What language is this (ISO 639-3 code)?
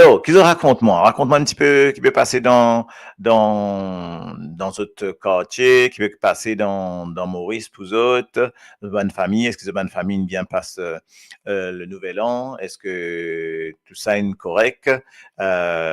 mfe